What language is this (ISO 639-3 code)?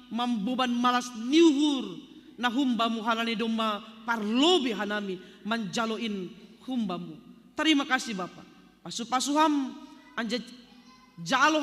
bts